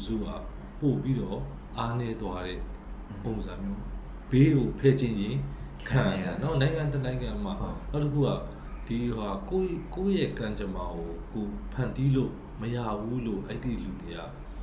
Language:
Burmese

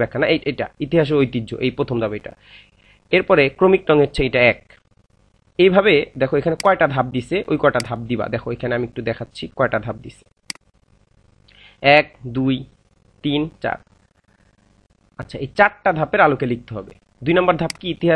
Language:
Bangla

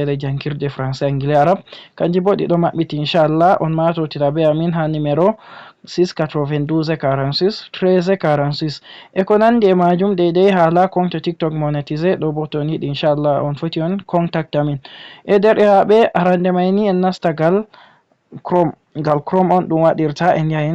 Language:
Fula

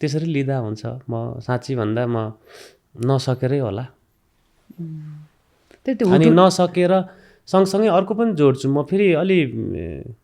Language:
Nepali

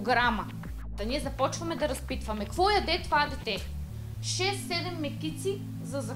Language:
Bulgarian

